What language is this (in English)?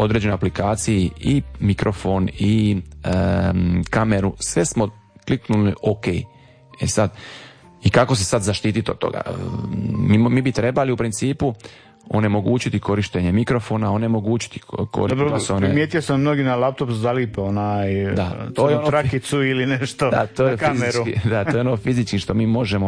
Croatian